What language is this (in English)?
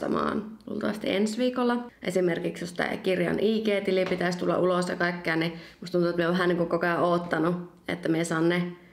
Finnish